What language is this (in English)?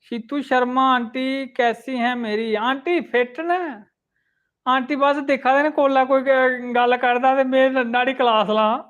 Dogri